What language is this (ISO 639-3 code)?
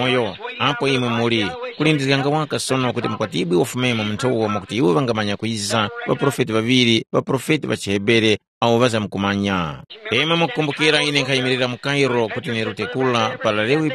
tum